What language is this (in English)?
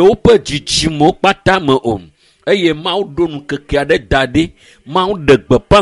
Ewe